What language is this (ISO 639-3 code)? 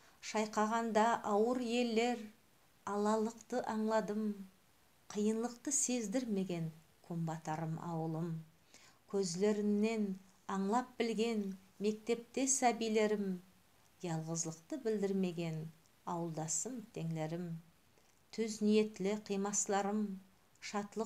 nog